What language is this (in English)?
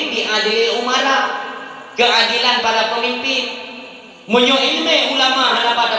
Achinese